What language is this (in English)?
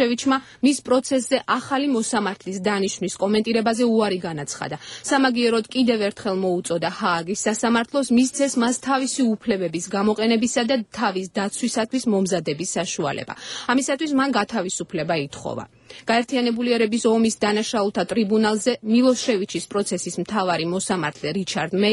Georgian